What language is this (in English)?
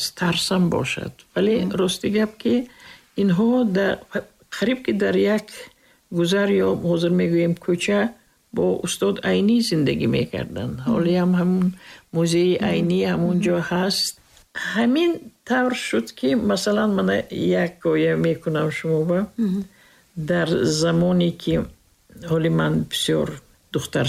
Tajik